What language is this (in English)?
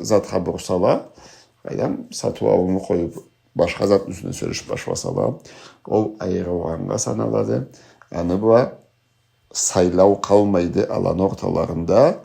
Karachay-Balkar